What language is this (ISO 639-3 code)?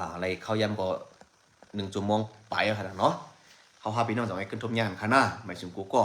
shn